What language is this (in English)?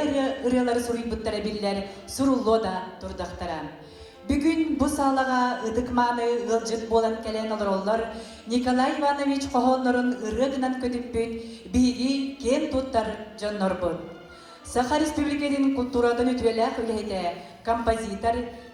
Yakut